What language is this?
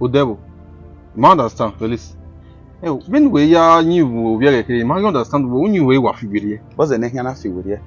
Bini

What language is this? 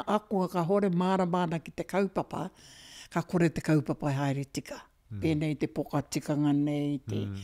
Māori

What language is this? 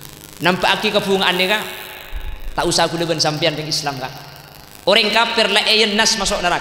Madurese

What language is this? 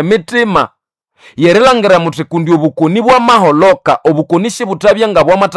Nande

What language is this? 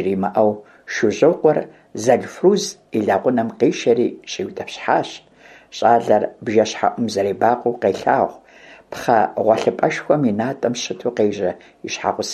Kabardian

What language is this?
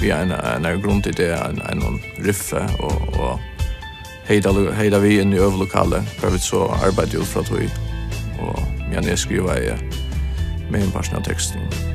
Faroese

